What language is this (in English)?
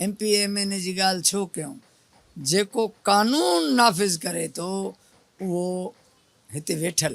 Sindhi